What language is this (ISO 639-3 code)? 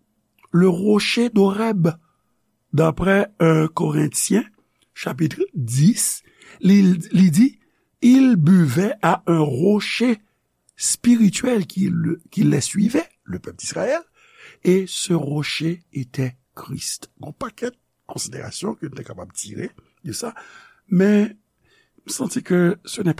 hat